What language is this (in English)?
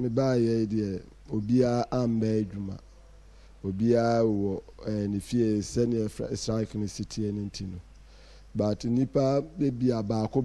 Akan